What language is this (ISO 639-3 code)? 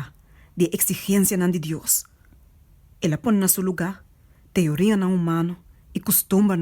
pap